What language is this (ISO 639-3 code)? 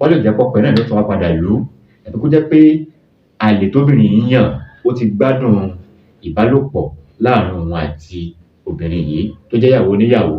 yor